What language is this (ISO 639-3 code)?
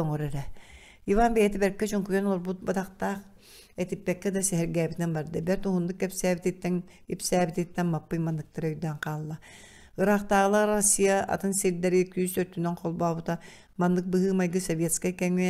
sah